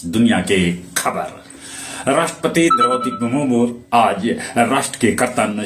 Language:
Magahi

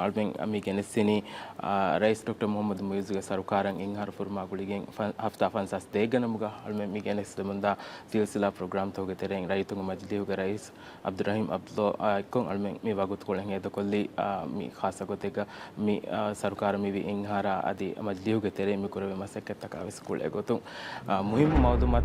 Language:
Divehi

